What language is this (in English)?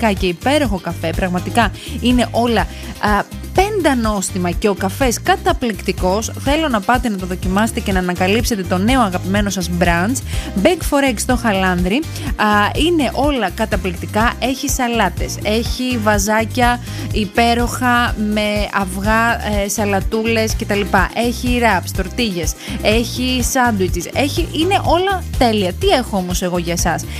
Greek